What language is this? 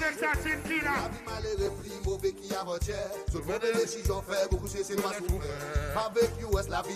Seselwa Creole French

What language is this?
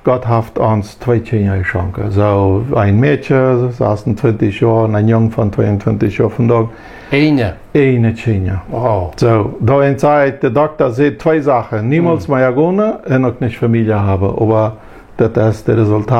Plautdietsch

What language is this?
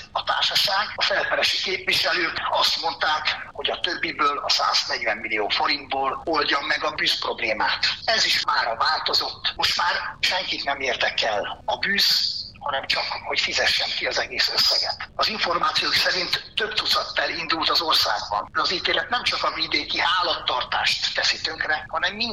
Hungarian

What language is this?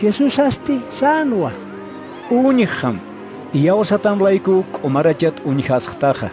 Aymara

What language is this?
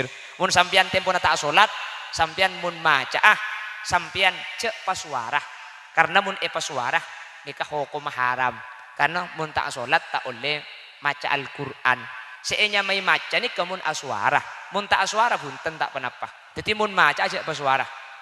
Madurese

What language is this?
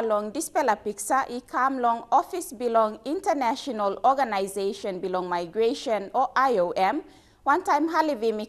Tok Pisin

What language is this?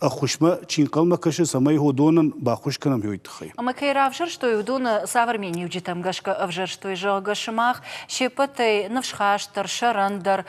Ossetic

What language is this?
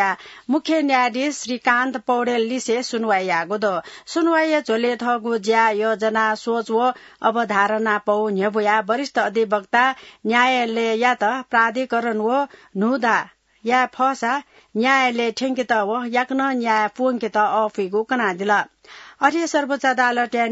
Newari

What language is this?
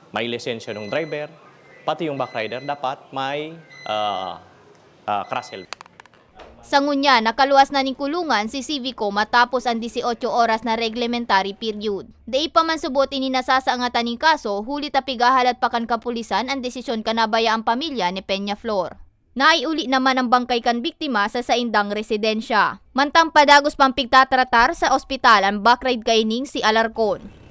Bikol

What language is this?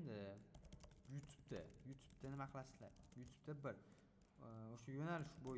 Uzbek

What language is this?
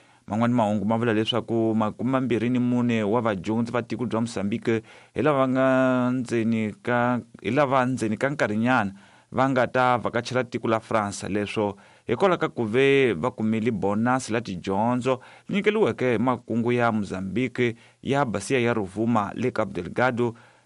Tsonga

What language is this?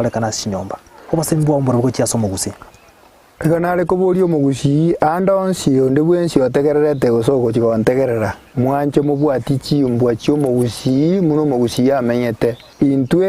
Gusii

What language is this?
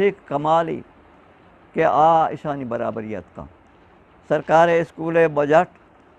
Eastern Balochi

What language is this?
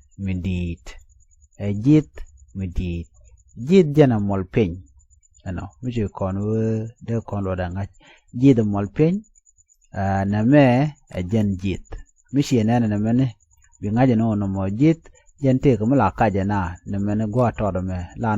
Nuer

